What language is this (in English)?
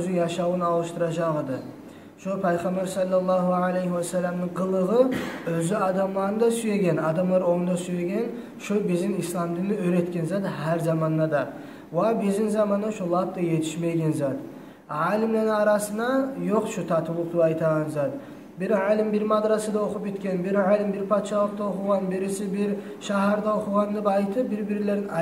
Kumyk